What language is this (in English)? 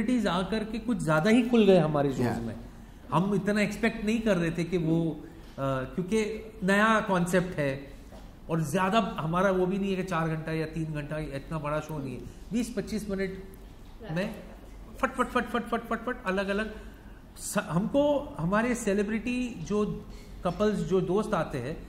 Hindi